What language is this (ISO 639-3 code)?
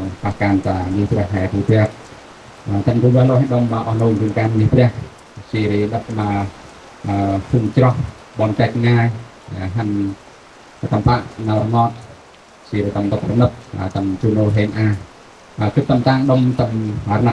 cmo